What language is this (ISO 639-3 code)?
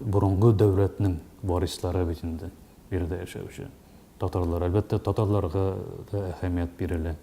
tat